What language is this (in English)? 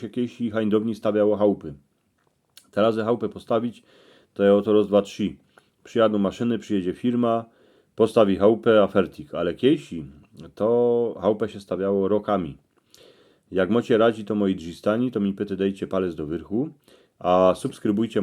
Silesian